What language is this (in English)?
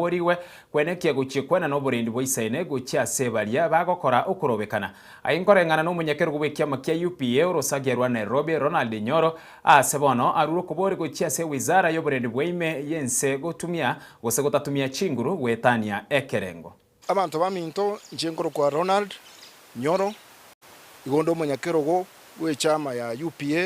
Gusii